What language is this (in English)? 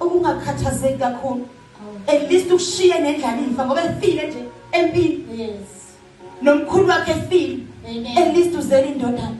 Zulu